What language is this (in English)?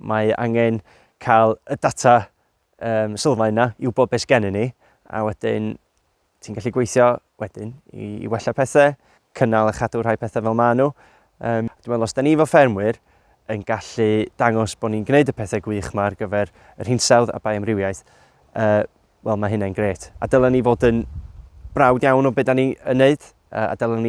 Welsh